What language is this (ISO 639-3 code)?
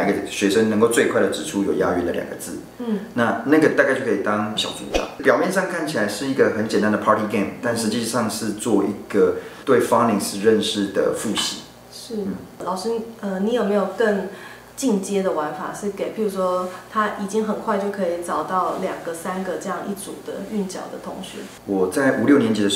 zho